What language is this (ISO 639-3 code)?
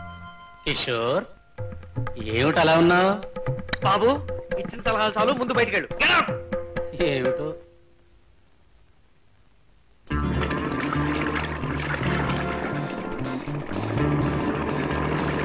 tel